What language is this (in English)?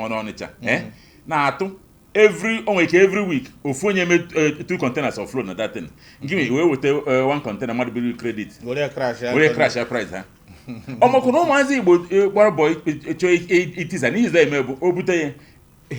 Igbo